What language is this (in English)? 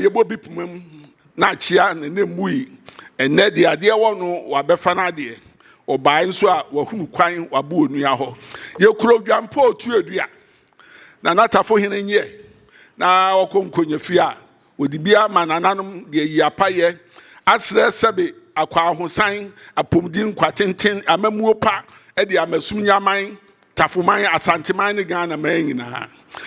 Akan